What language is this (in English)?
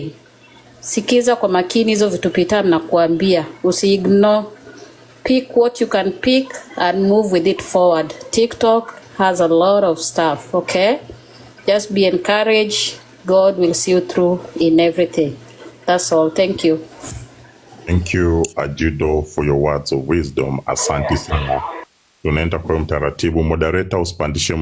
Swahili